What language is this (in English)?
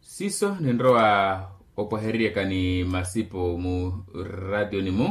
Makhuwa